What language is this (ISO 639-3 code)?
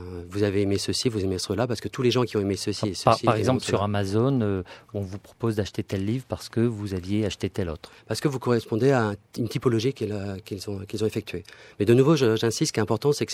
fra